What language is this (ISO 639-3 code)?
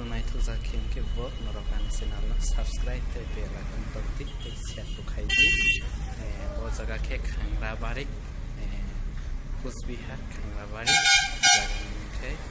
trp